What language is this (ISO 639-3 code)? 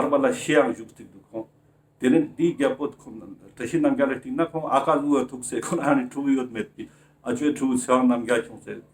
lbj